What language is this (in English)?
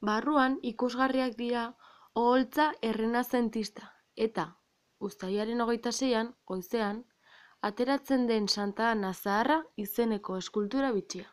Basque